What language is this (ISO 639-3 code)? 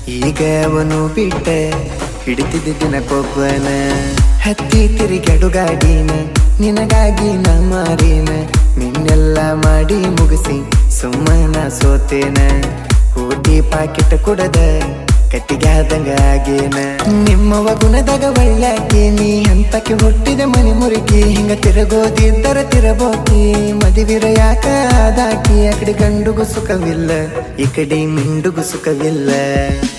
kan